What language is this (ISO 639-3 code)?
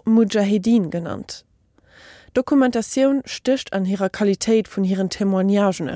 ltz